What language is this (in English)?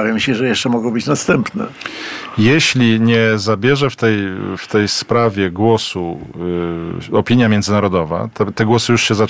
Polish